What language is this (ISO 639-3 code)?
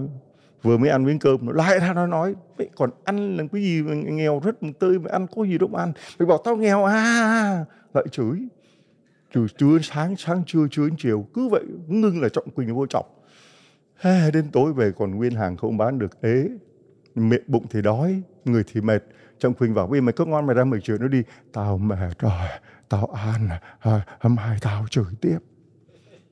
vie